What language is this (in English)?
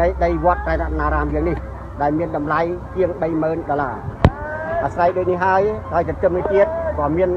Khmer